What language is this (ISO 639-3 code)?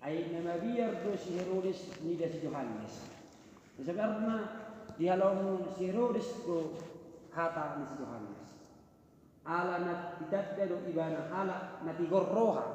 bbc